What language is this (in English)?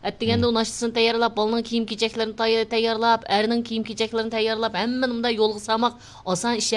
Uyghur